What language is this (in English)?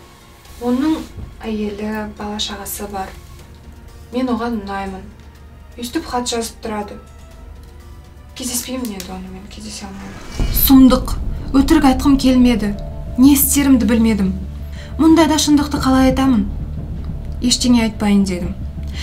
Kazakh